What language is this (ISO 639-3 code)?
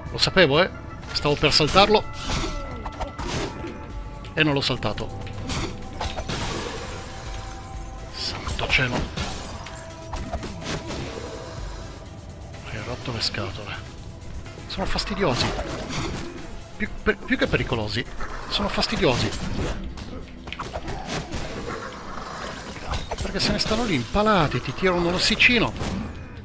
ita